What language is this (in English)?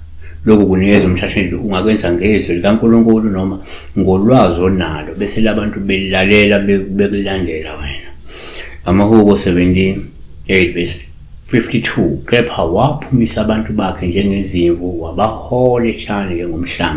Zulu